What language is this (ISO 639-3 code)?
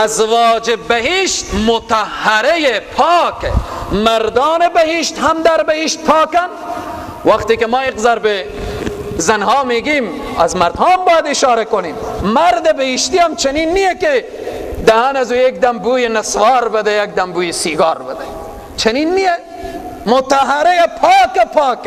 fas